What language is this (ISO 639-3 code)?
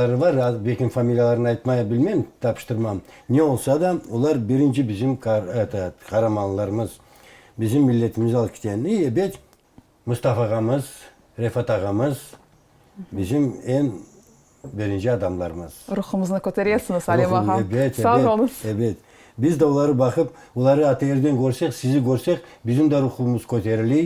crh